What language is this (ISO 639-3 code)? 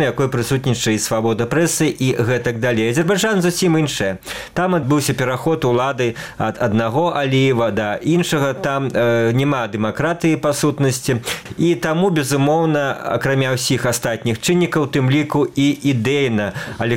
bel